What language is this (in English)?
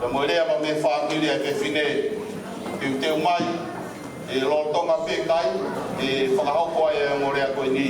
Tongan